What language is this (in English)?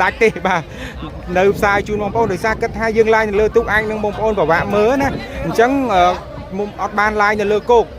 Khmer